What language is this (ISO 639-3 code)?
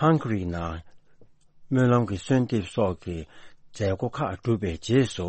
bod